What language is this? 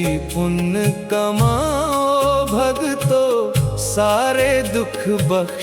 Dogri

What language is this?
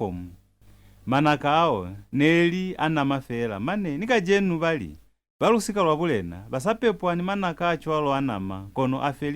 Lozi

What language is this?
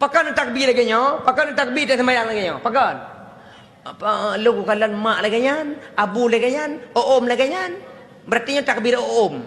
Achinese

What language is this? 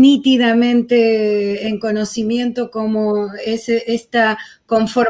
Ladino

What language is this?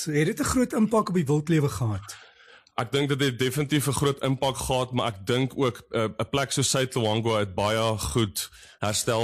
Afrikaans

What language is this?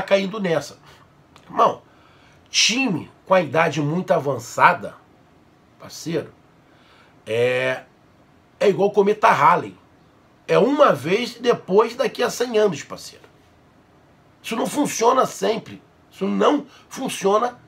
Portuguese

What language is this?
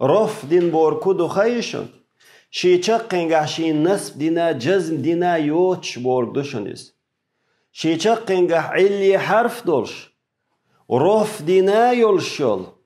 Chechen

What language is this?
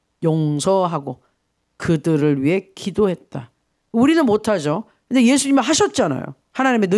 Korean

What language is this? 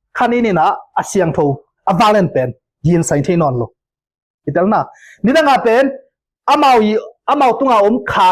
Tedim Chin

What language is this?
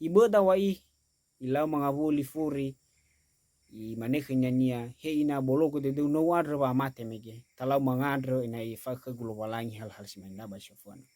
Nias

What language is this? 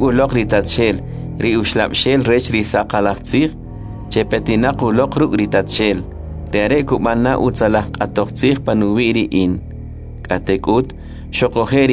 Kʼicheʼ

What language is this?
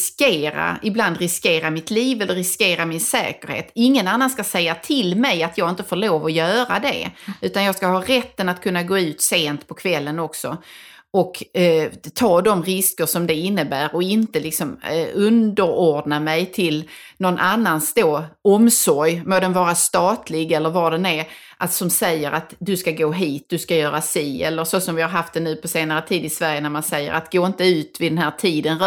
Swedish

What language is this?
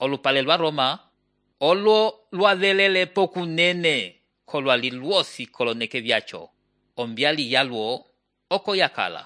Umbundu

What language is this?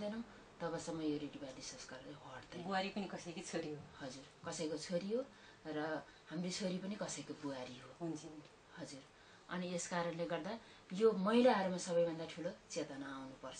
Nepali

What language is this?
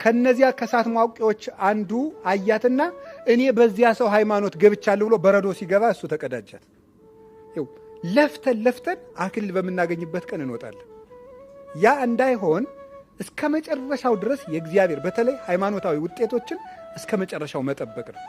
Amharic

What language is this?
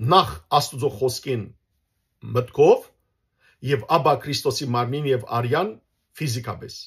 Western Armenian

